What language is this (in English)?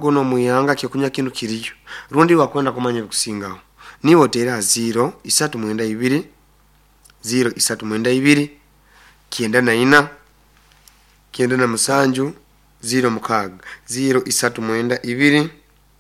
Nyoro